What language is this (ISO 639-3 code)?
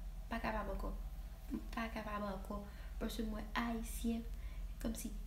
hat